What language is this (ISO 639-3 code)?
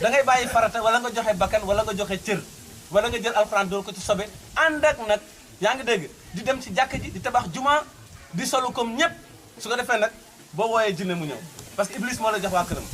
wol